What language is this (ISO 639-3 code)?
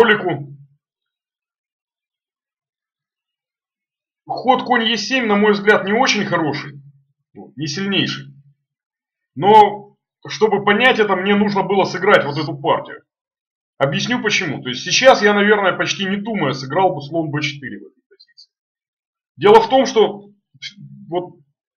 rus